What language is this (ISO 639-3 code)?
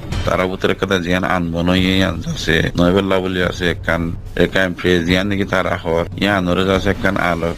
rhg